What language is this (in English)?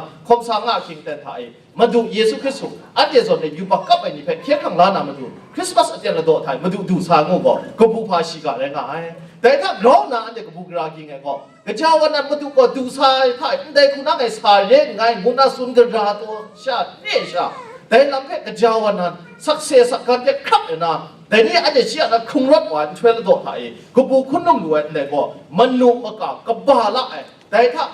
Kachin